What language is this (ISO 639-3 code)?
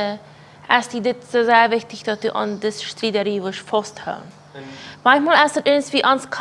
pdt